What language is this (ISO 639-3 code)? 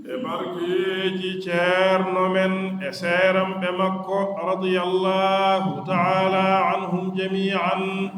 ful